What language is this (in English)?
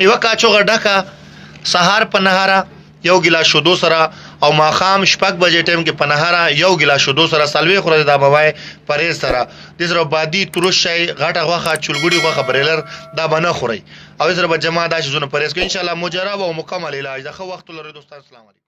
Pashto